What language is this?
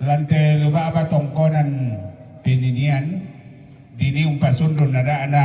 Toraja-Sa'dan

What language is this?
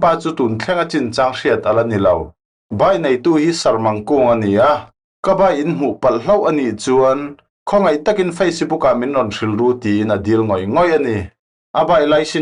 Falam Chin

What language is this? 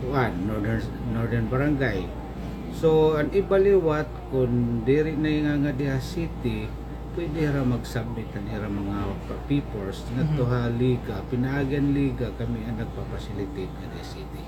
Waray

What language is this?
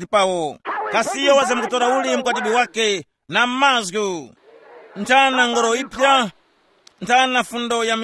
Tumbuka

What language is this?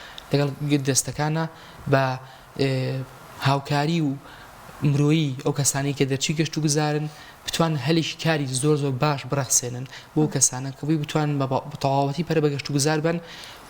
Central Kurdish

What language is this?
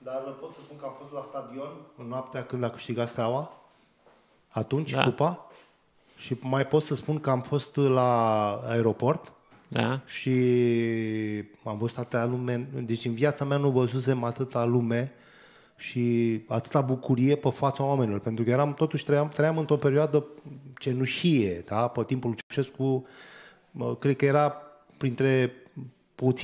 Romanian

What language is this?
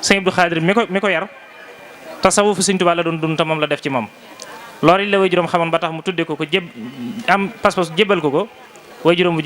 Wolof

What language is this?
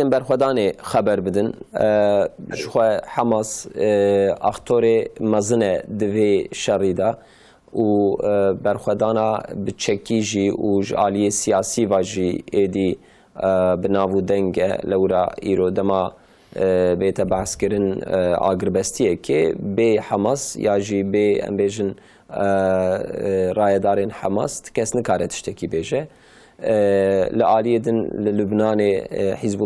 Kurdish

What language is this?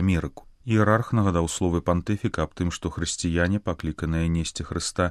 Belarusian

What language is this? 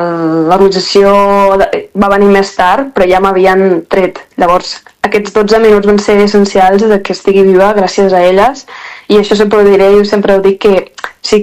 Catalan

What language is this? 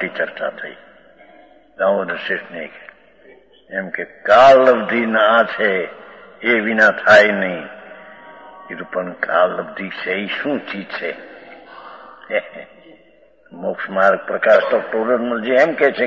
Gujarati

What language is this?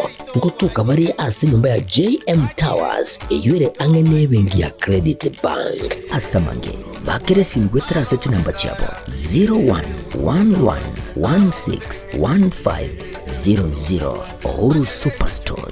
Gusii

